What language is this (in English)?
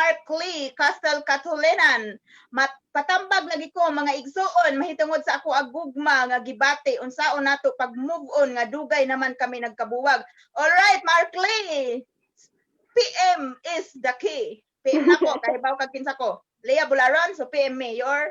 Cebuano